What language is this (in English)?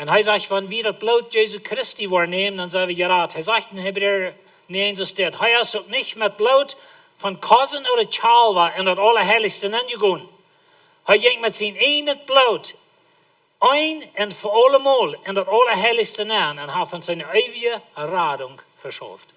Plautdietsch